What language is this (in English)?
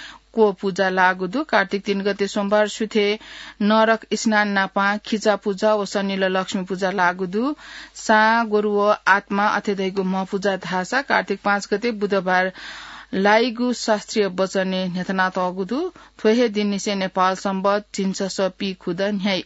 Newari